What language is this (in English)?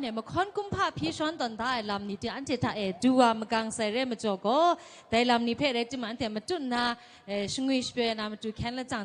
Kachin